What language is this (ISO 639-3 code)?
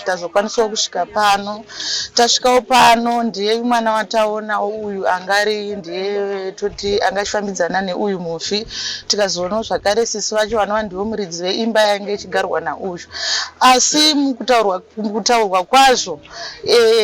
sna